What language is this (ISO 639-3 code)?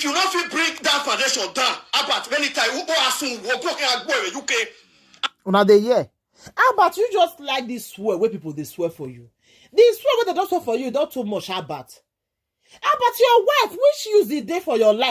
pcm